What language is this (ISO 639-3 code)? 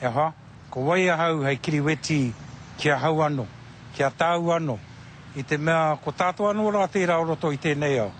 mri